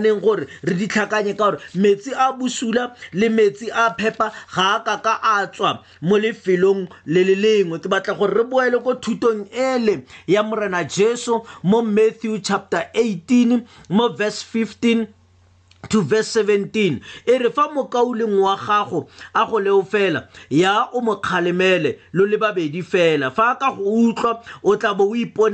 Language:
Tswana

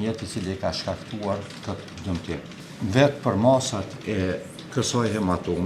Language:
Albanian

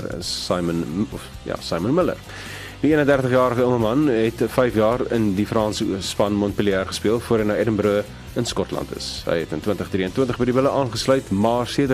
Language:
Afrikaans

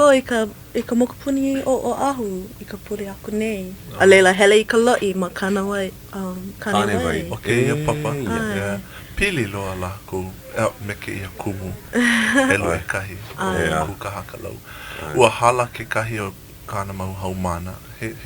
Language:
Hawaiian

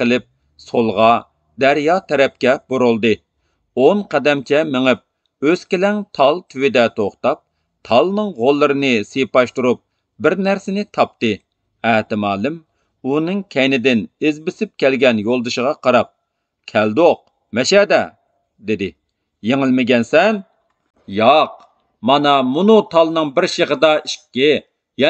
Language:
Uyghur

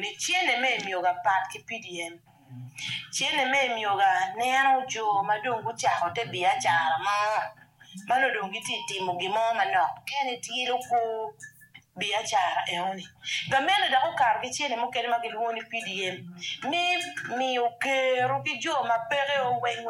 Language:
Acoli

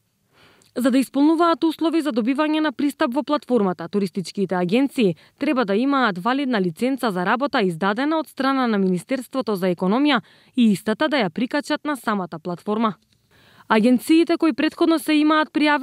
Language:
Macedonian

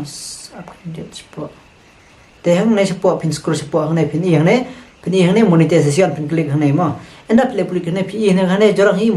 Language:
Khasi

